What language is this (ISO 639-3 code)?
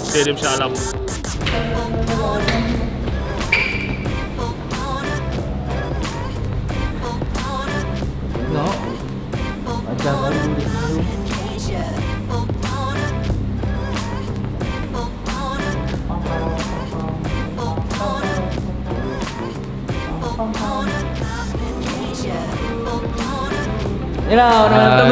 msa